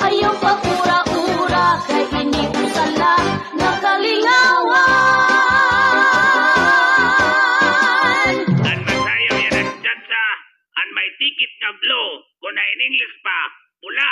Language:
Waray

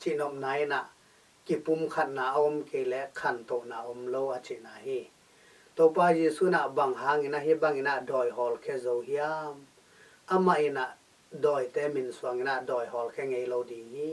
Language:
Tedim Chin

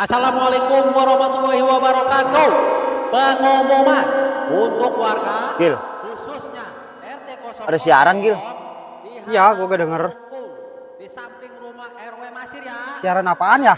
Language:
Betawi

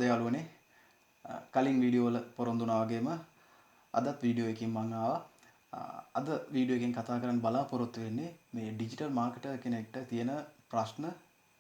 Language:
Sinhala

